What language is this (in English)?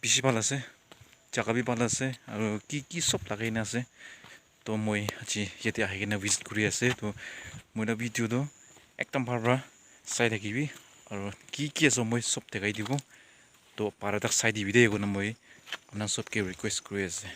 Naga Pidgin